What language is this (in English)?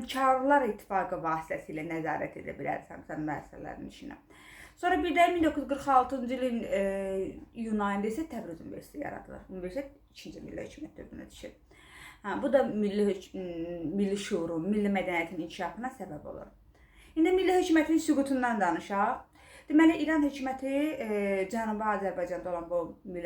Azerbaijani